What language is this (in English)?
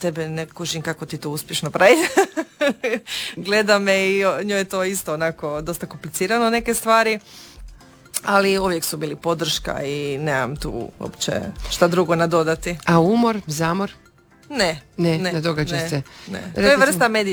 Croatian